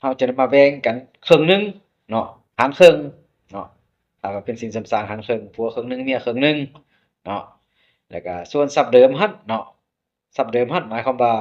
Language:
Lao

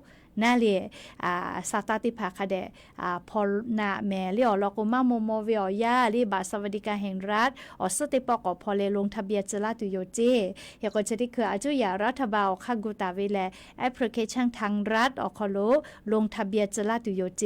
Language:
Lahu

